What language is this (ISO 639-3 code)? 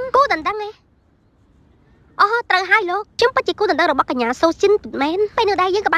khm